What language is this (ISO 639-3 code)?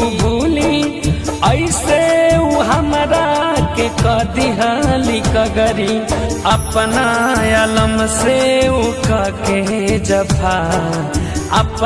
bho